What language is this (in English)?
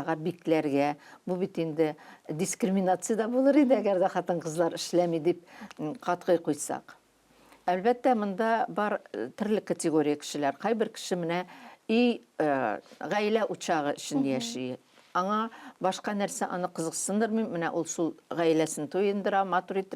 Tatar